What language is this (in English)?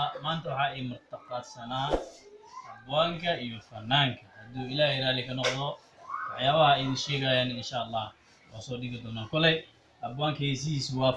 Somali